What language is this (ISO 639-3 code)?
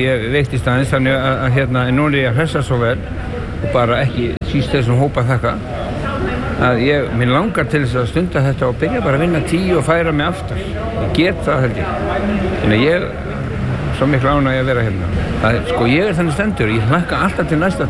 isl